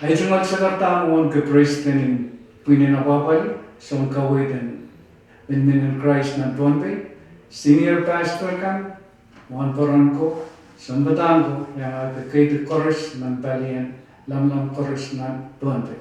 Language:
Pohnpeian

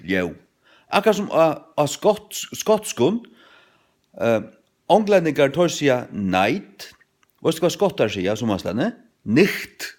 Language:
Faroese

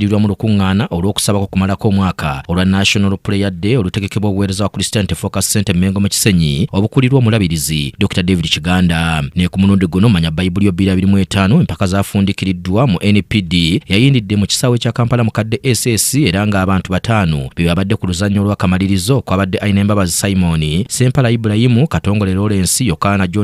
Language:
Ganda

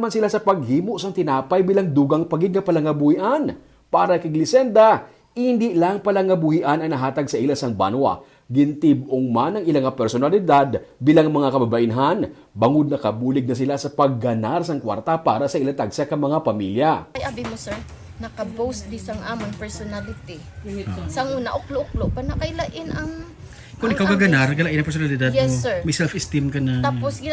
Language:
Hiligaynon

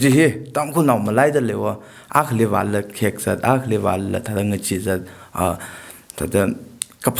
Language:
Tangkhul Naga (India)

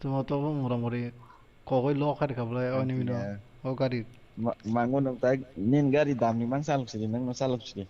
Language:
Kok Borok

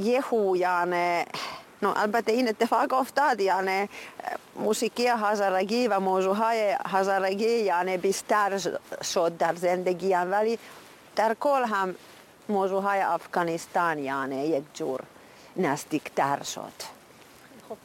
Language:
Persian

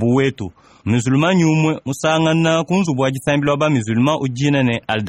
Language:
Luba-Lulua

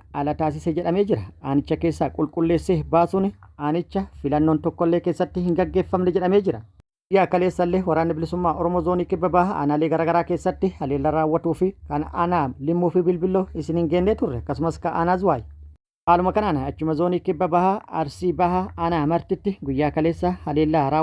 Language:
Oromo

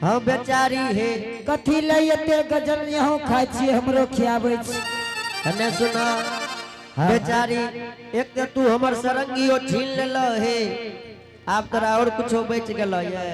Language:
Angika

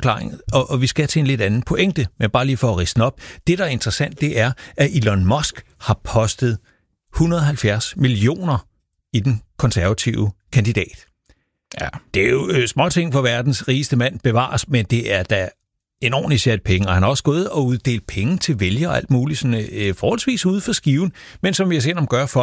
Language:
Danish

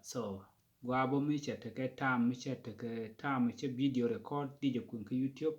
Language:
Nuer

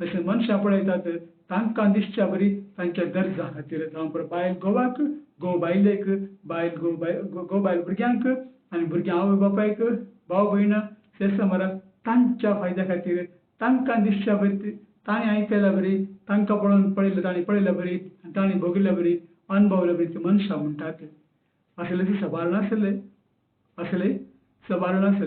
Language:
Konkani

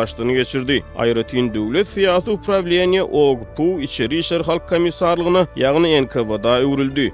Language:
Turkmen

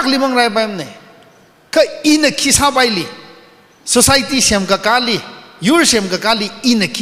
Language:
Tangkhul Naga (India)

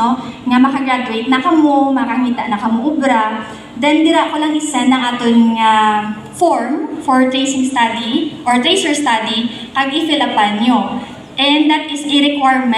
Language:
Hiligaynon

